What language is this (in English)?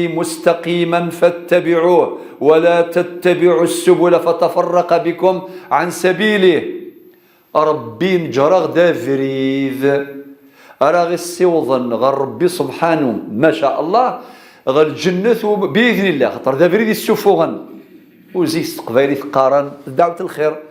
Kabyle